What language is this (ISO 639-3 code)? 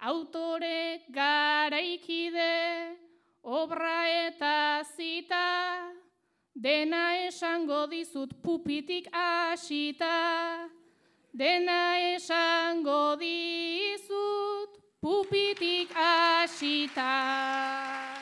eus